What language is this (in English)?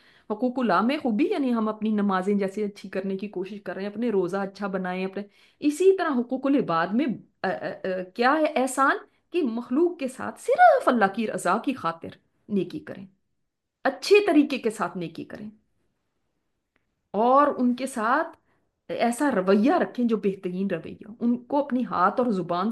Urdu